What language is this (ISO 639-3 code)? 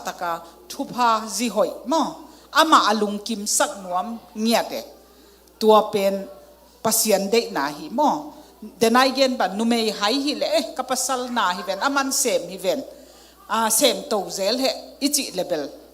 ctd